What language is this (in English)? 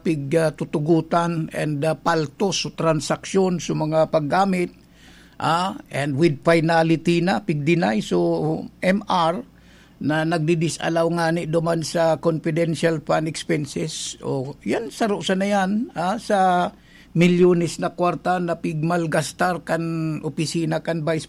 Bikol